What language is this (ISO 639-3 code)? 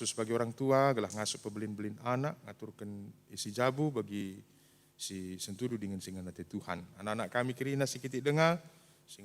btx